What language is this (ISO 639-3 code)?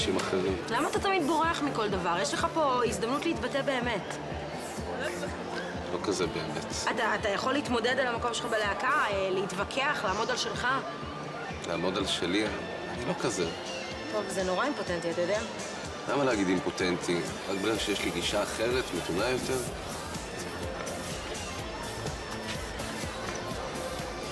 heb